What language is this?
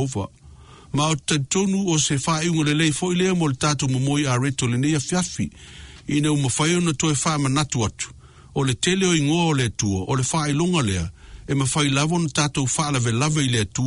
Samoan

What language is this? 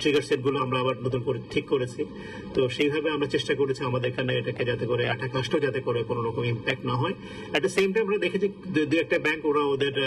Bangla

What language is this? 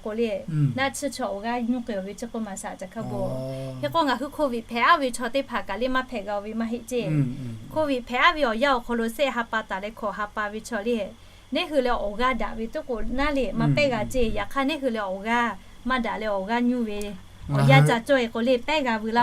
Lahu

